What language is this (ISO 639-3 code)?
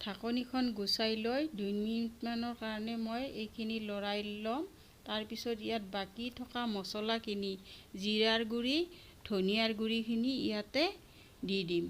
asm